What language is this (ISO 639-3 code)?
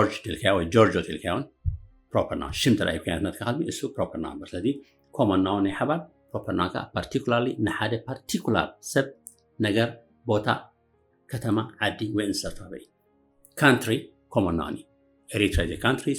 tir